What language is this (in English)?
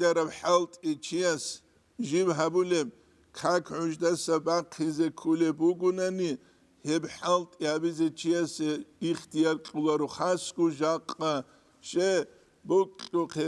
Avaric